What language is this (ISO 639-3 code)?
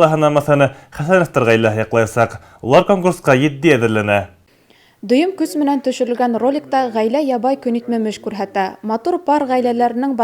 bak